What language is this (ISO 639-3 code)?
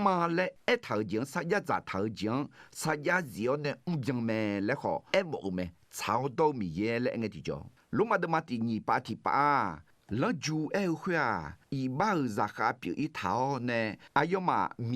ahk